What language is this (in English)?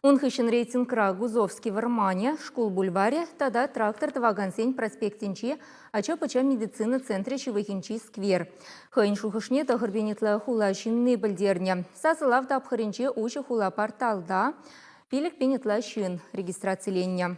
Chuvash